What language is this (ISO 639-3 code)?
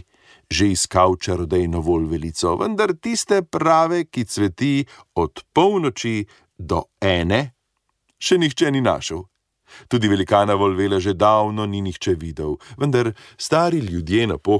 slv